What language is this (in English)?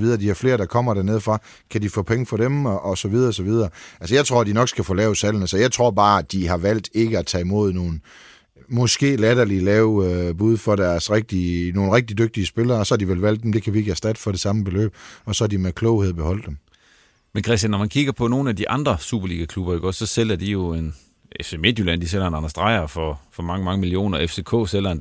Danish